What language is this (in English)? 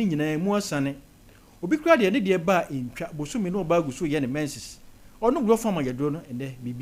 Akan